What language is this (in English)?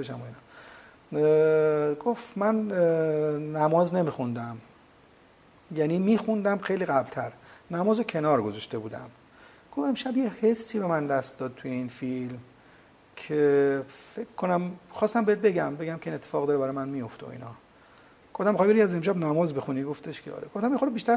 Persian